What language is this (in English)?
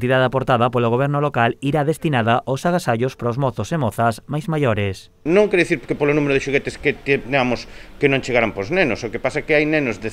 Galician